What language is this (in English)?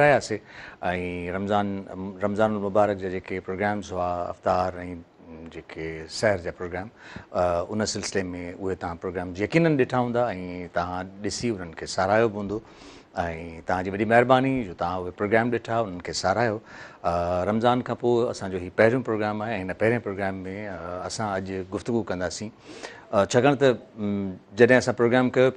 Sindhi